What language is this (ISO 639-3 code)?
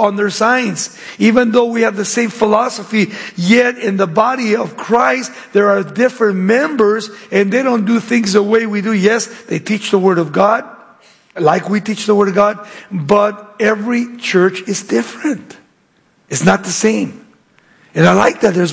eng